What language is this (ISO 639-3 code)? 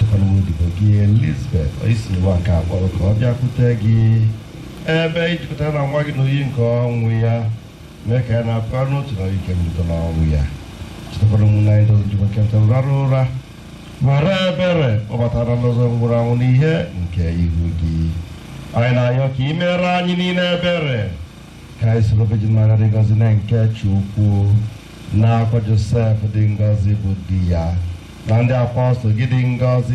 ibo